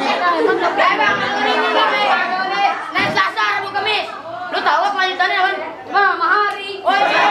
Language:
Betawi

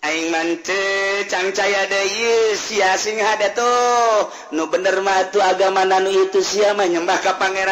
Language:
Sundanese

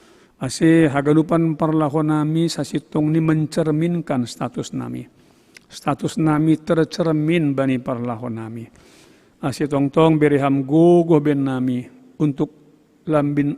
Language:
Batak Simalungun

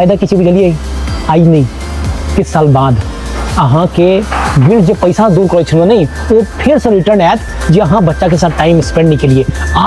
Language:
Maithili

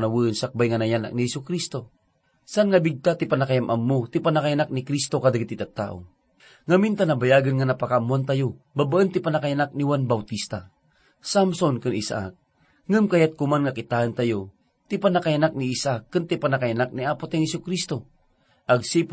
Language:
Iloko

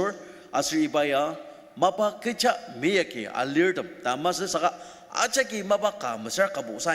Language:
Ao Naga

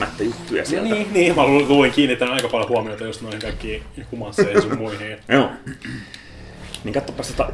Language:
Finnish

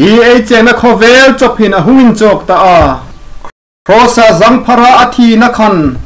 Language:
Hmar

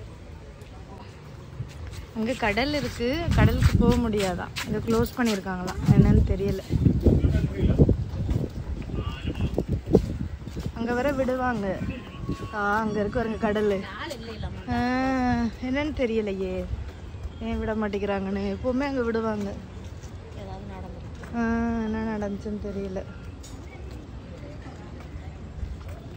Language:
Tamil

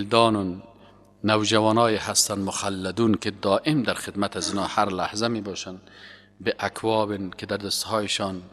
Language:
Persian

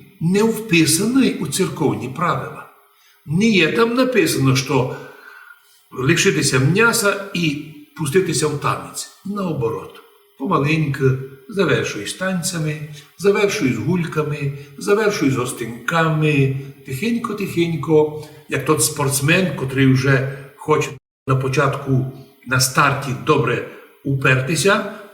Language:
Rusyn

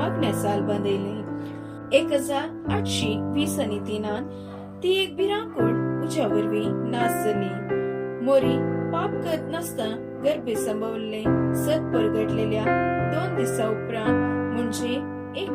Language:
Konkani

